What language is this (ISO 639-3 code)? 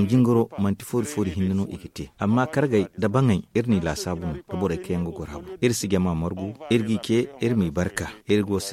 dje